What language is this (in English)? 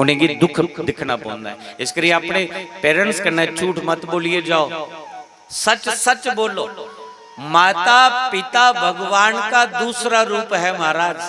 Dogri